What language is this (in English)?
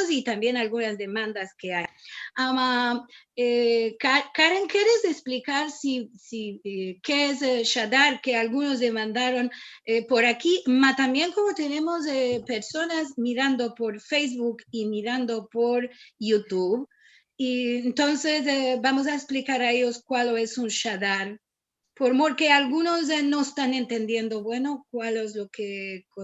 Ladino